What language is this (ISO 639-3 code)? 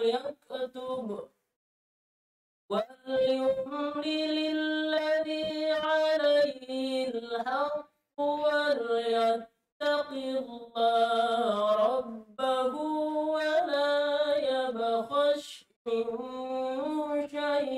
ind